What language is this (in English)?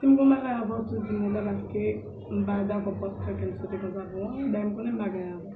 Haitian Creole